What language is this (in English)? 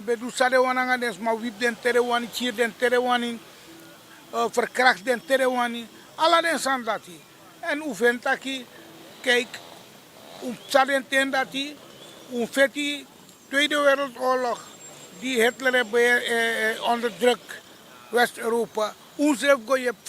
Sranan Tongo